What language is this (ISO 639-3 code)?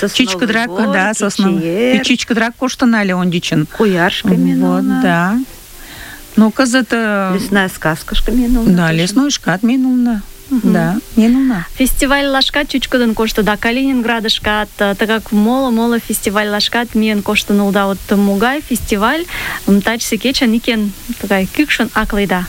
chm